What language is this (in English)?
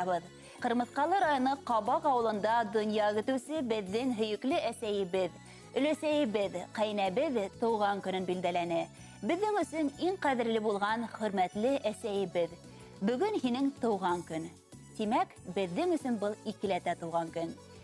Bashkir